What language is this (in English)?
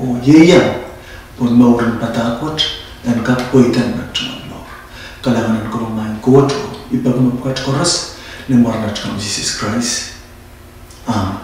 Pohnpeian